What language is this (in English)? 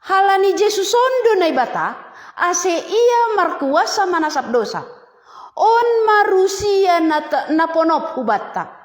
Batak Simalungun